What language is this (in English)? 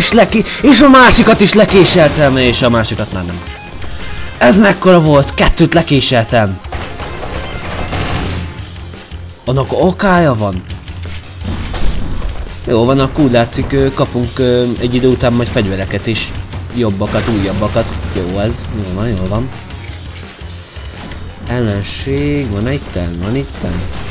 Hungarian